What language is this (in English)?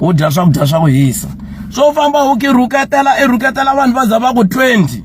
Tsonga